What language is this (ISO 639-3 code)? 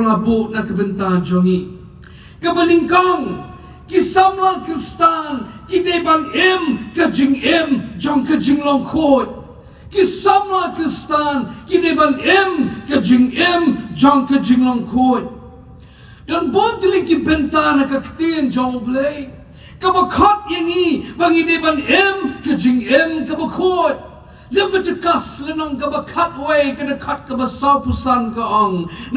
kha